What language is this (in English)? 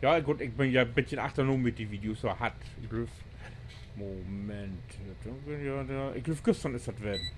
Low German